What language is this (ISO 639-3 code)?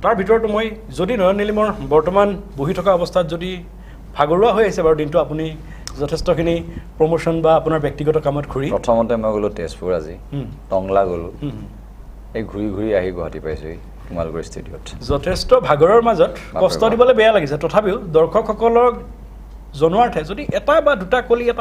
asm